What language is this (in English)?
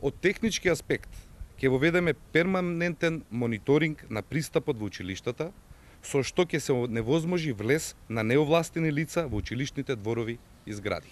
Macedonian